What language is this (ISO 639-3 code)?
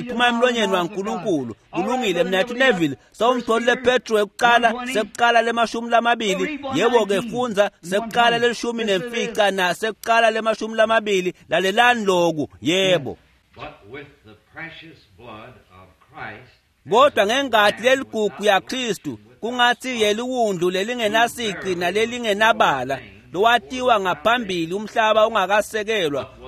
ssw